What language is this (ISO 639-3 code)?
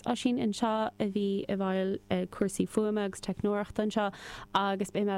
gle